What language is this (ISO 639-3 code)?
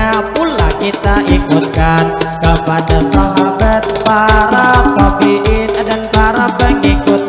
bjn